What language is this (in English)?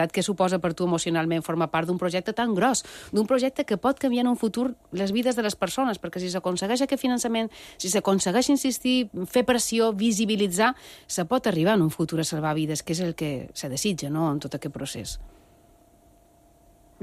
Catalan